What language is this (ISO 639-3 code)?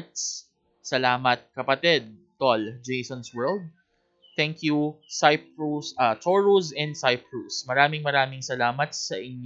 fil